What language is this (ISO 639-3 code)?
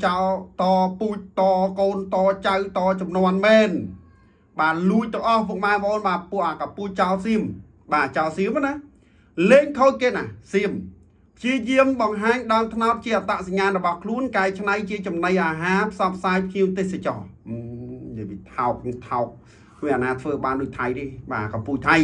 khm